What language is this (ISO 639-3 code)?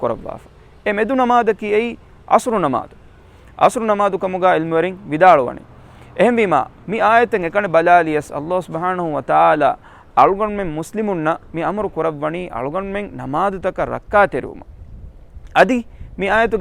div